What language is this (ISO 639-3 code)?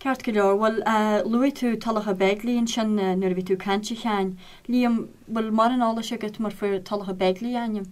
gle